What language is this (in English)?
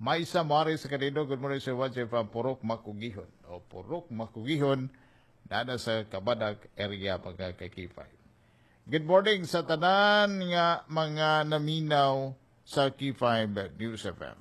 Cebuano